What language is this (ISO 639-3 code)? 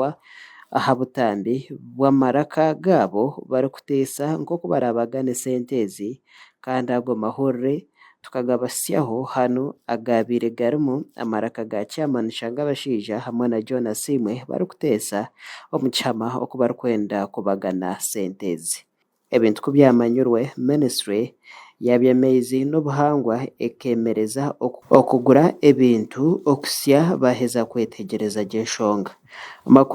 nyn